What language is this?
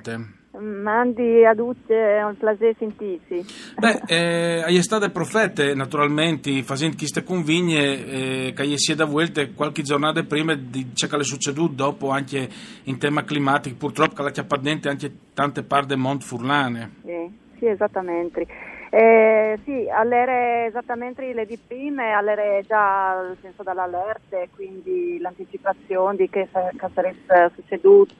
Friulian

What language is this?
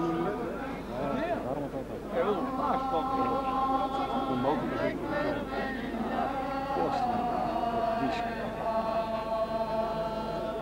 Bulgarian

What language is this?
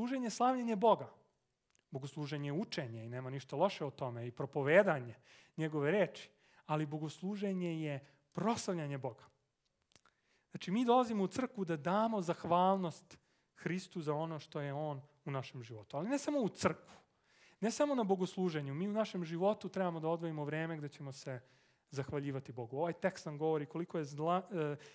Serbian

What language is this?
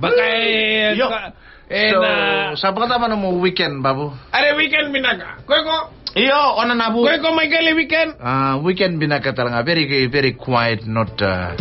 Fijian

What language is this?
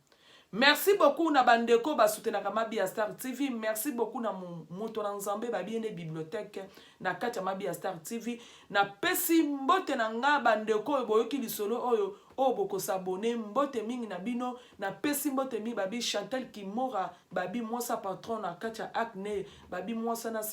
Lingala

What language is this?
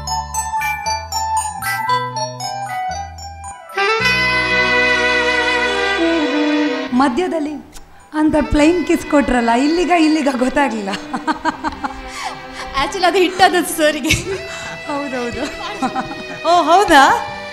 Kannada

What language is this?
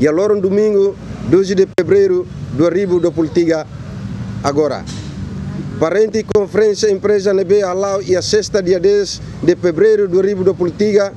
Tetum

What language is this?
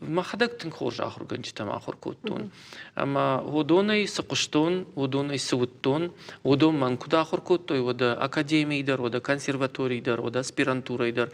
Ossetic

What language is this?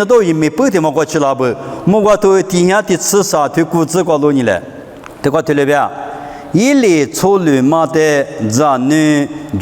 Lisu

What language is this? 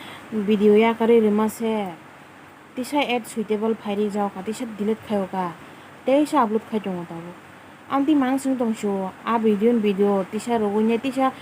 Kok Borok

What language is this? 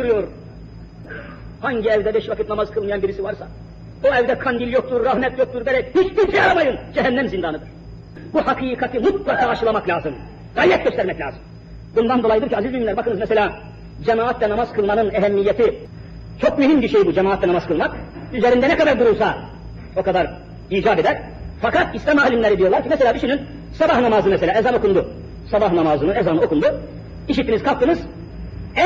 Turkish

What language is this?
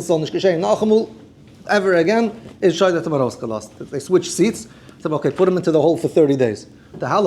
Yiddish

